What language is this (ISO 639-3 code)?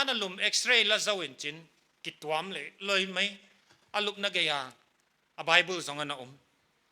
pck